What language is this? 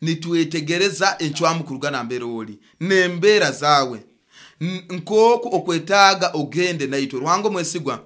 Nyoro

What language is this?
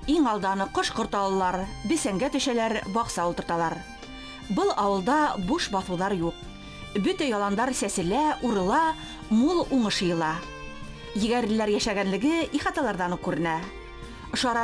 Bashkir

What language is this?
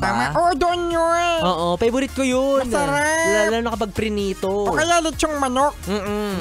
Filipino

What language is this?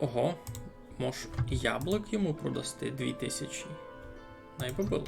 Rusyn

